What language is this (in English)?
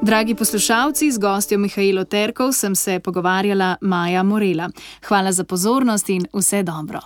Slovenian